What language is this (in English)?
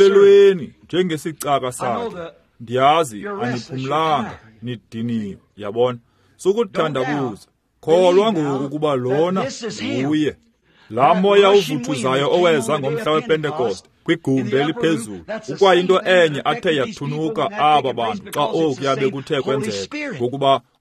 Xhosa